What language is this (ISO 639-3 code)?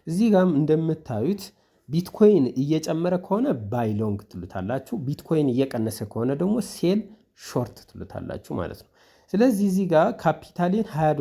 amh